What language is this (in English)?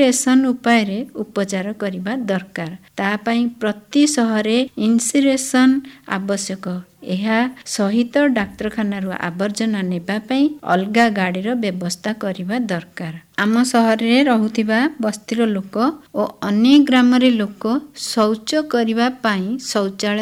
Odia